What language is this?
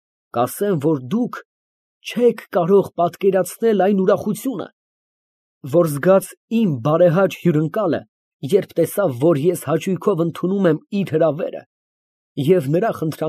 Armenian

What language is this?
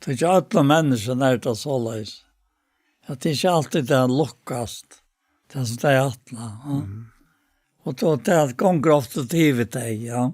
Faroese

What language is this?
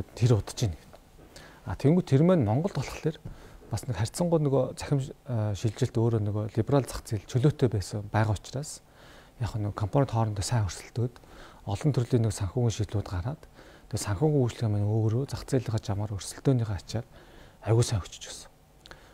Mongolian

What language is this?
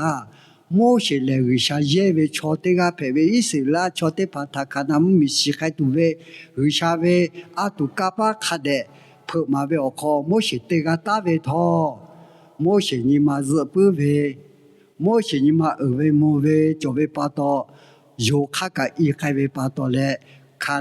Lahu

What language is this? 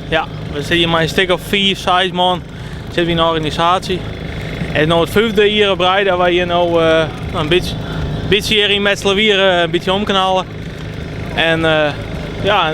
Western Frisian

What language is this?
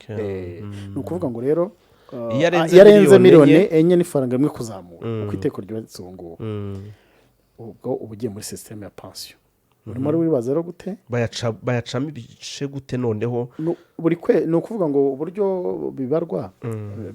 Kinyarwanda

